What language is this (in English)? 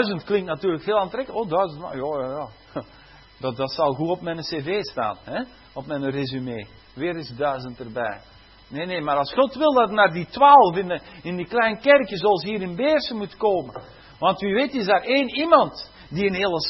Dutch